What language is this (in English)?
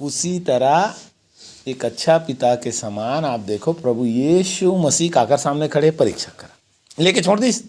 Chhattisgarhi